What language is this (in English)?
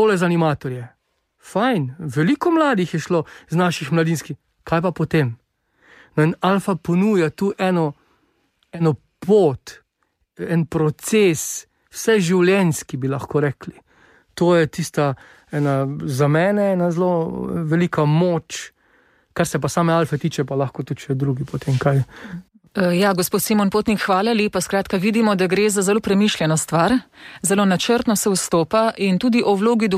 Slovenian